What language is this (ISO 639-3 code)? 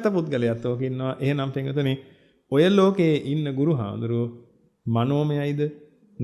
sin